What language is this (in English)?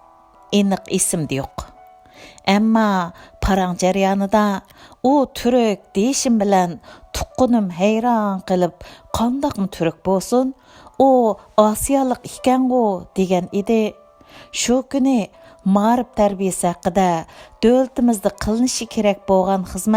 Uyghur